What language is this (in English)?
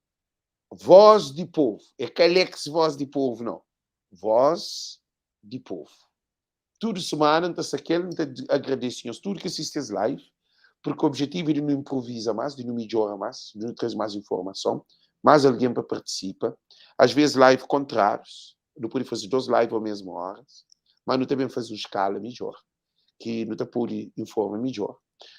Kabuverdianu